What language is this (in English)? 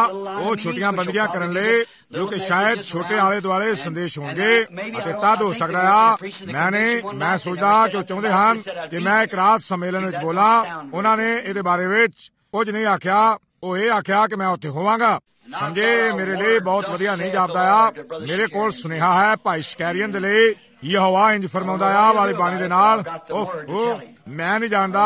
Punjabi